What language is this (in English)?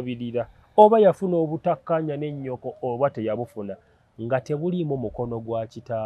Ganda